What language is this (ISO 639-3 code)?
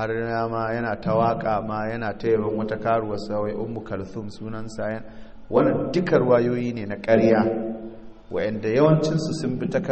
hau